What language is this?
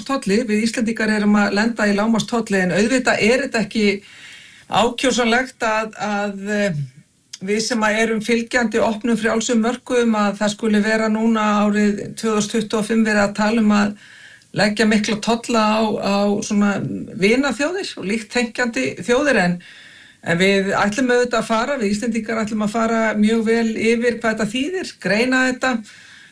Icelandic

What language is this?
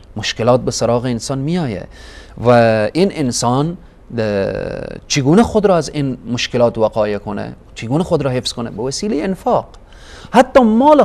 Persian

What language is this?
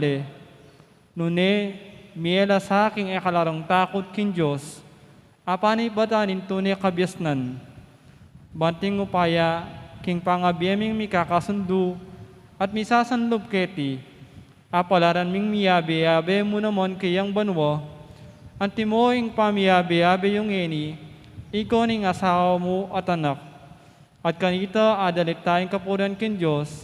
Pampanga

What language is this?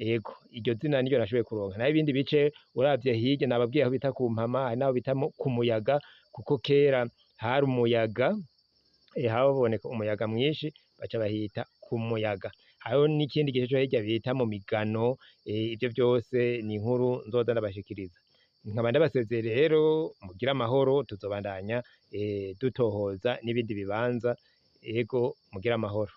Rundi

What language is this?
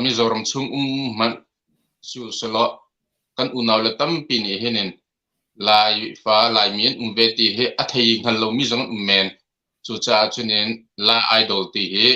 Hakha Chin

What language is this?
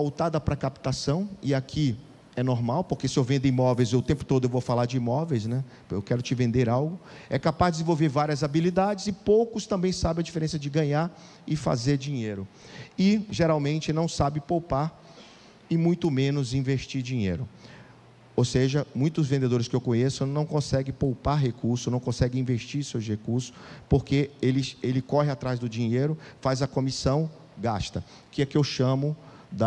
Portuguese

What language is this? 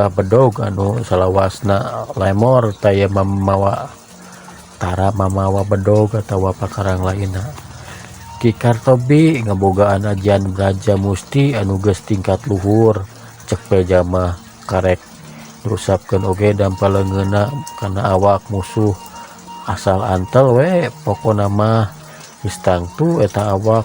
Sundanese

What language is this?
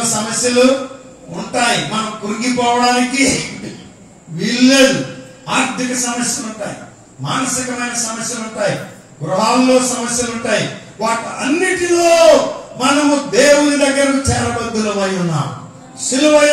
Telugu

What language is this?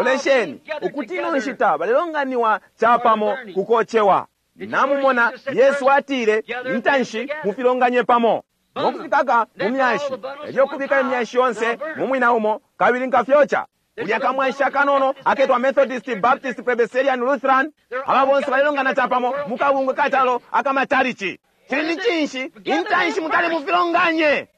Bemba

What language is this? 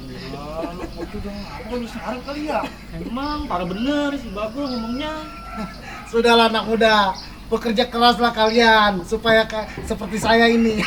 Betawi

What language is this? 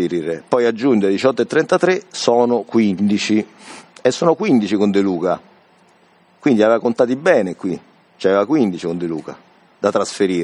Italian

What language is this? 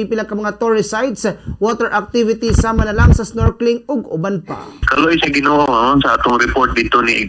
Cebuano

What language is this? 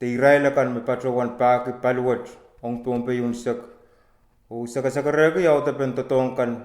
Pohnpeian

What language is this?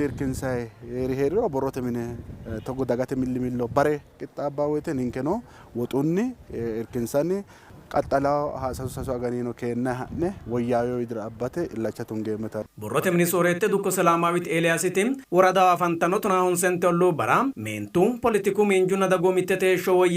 Sidamo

